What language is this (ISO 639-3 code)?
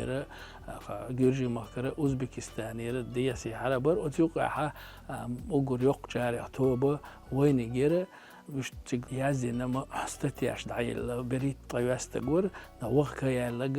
che